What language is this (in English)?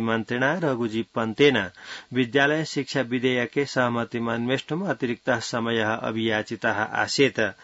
Sanskrit